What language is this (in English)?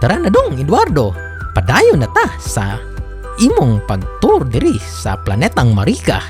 Cebuano